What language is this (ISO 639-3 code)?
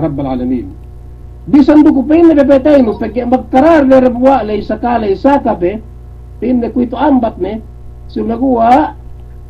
yka